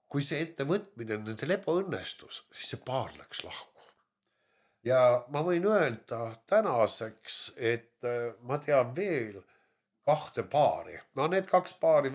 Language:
Estonian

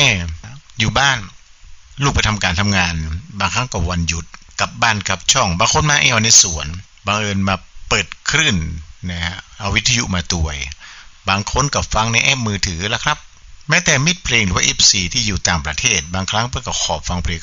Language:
Thai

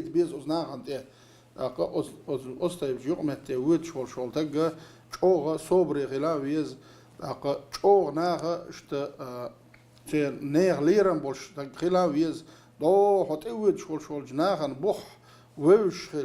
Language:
Chechen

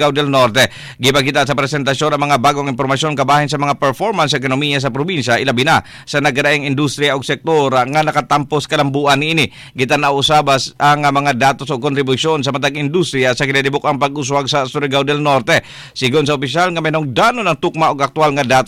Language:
Cebuano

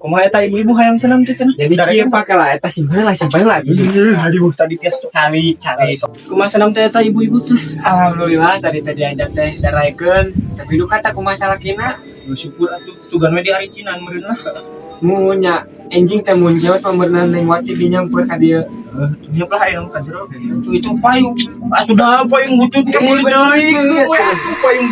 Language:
Sundanese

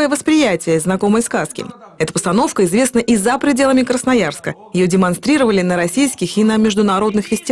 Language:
Russian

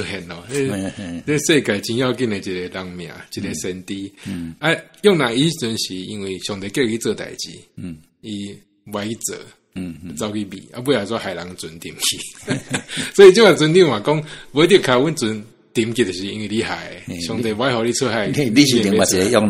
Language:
Min Nan Chinese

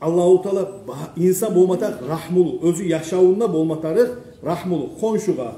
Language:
Kumyk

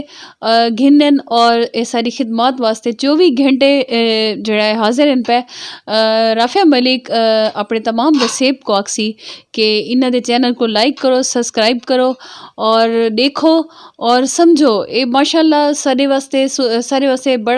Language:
Saraiki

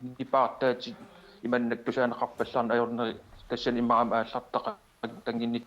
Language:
Kalaallisut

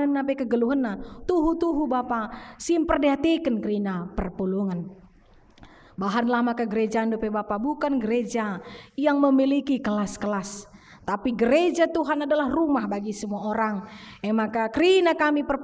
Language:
Batak Karo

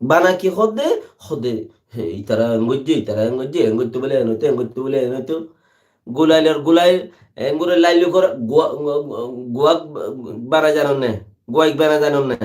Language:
Rohingya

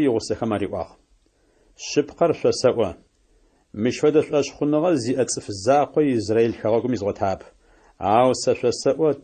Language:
Adyghe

